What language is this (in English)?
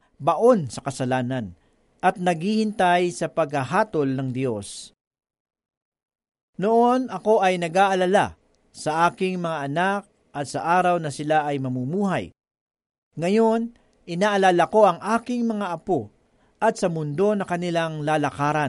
Filipino